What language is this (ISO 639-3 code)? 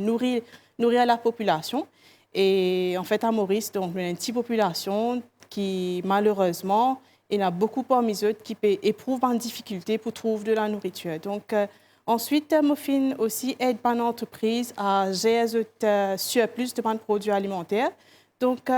mfe